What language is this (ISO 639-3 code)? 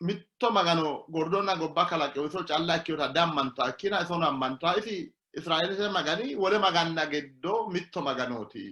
sid